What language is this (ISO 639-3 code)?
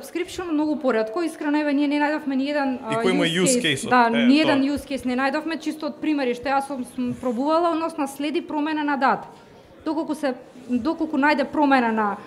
mkd